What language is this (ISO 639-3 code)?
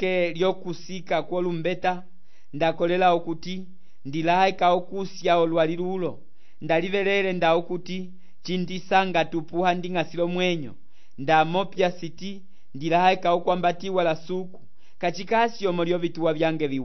umb